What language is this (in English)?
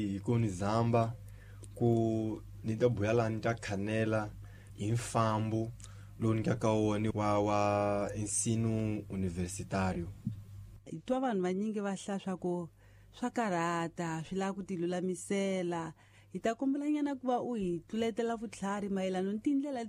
Tsonga